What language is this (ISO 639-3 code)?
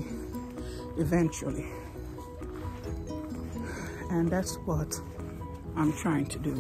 eng